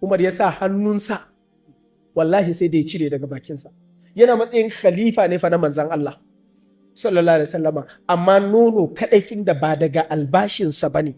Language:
Hausa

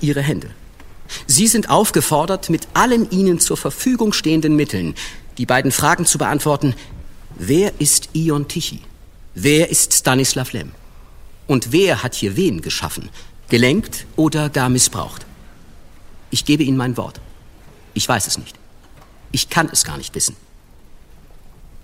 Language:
German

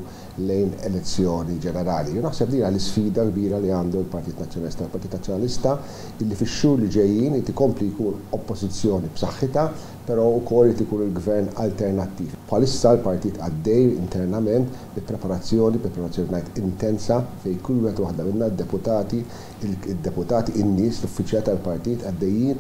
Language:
Maltese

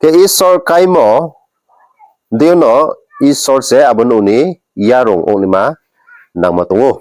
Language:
Riang (India)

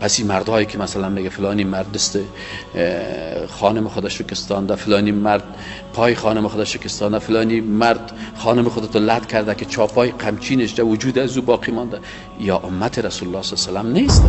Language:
Persian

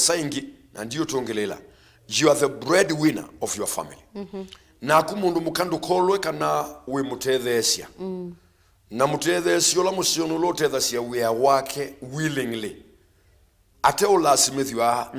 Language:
Kamba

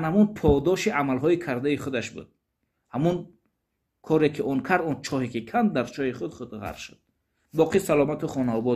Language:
Tajik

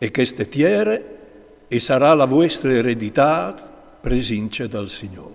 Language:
Friulian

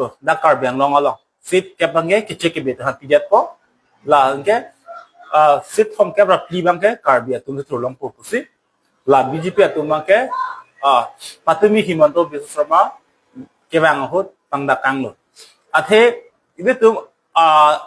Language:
Karbi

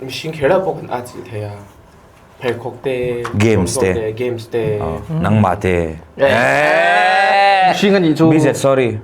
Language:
Mizo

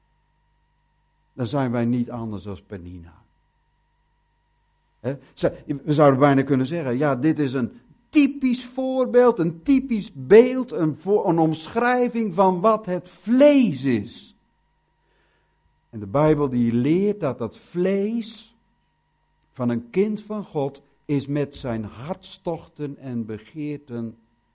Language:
Dutch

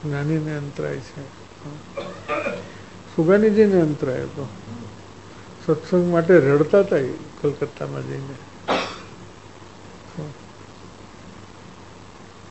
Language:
Gujarati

